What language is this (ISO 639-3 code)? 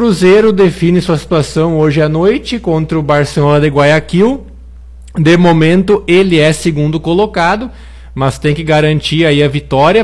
por